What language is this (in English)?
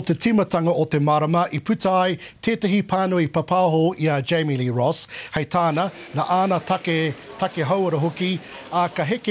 Māori